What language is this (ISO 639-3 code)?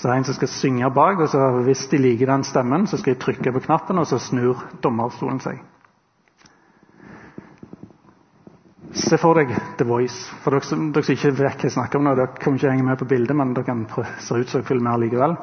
nor